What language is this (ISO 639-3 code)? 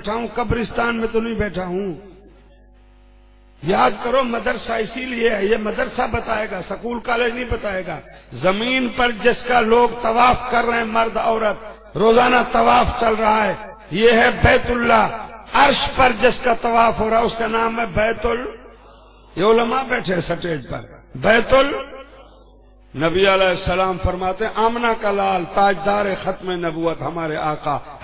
urd